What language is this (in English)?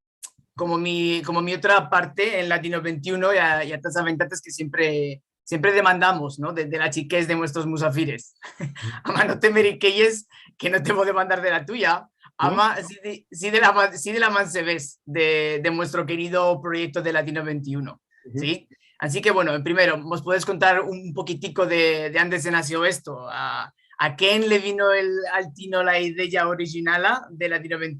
Ladino